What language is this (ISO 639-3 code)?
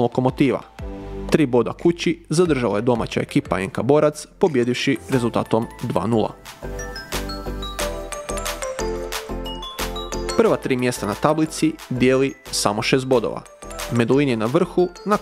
hrv